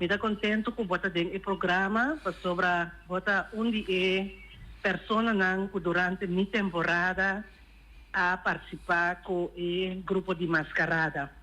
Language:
Papiamento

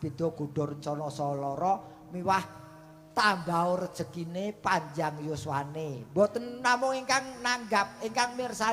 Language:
Javanese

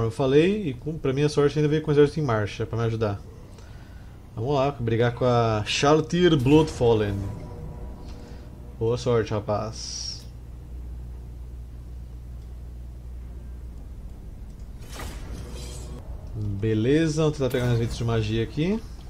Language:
Portuguese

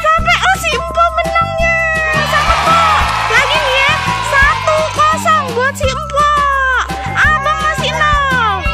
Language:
Betawi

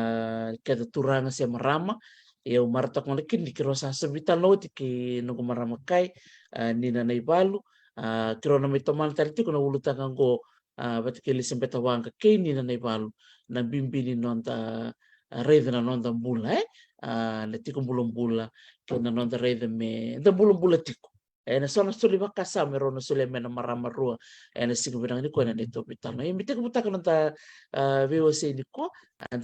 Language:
Fijian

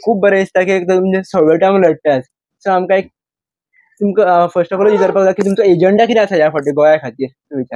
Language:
Konkani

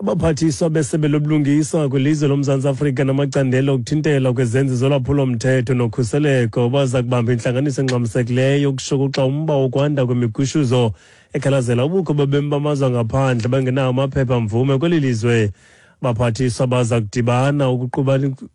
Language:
Xhosa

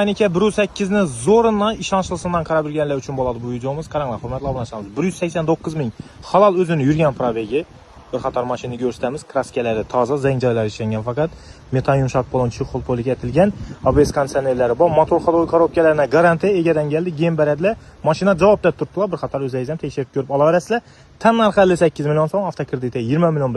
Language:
Uzbek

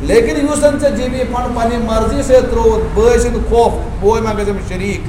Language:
Kashmiri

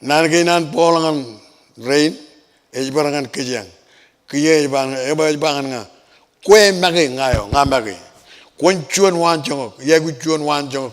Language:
Marshallese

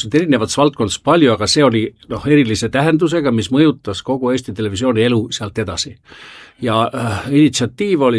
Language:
Estonian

